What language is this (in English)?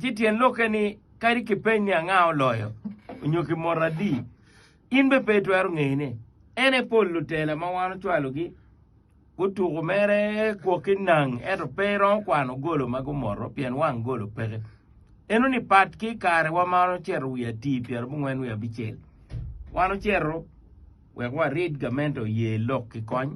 Acoli